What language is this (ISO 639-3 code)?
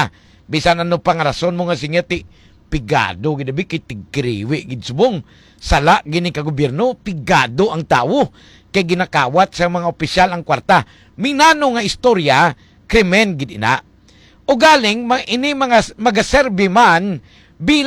hil